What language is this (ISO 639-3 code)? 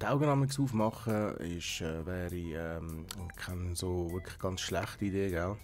gsw